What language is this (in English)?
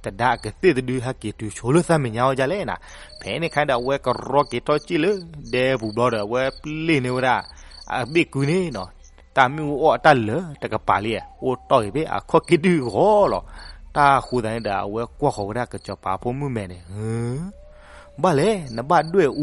S'gaw Karen